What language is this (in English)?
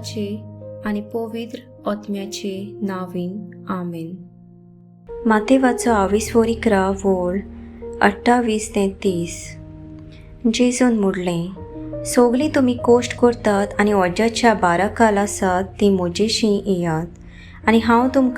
Konkani